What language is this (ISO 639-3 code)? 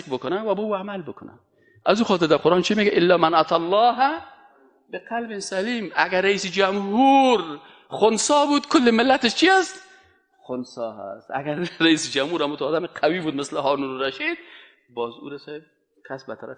fas